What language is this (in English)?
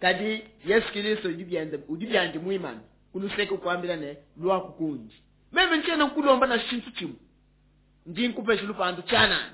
Luba-Lulua